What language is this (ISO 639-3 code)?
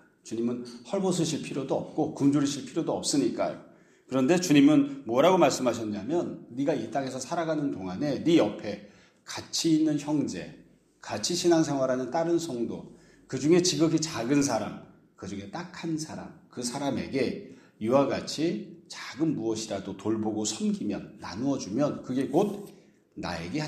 kor